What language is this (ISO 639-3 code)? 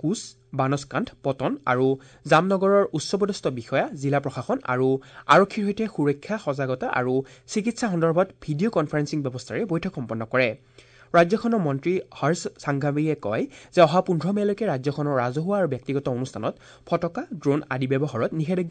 asm